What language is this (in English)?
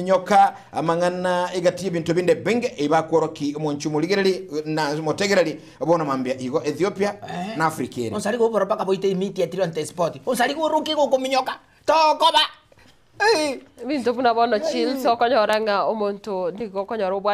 Gusii